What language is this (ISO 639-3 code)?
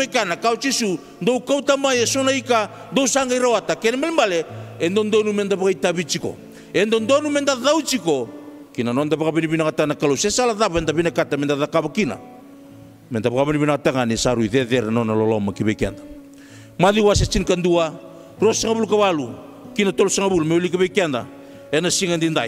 fij